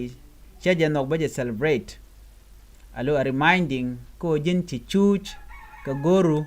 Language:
Nuer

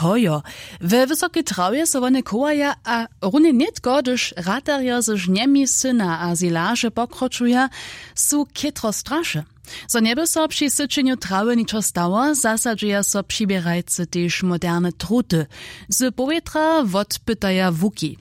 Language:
Upper Sorbian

